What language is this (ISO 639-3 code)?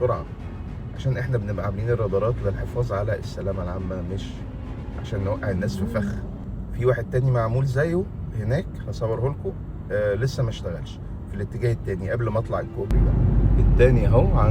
arz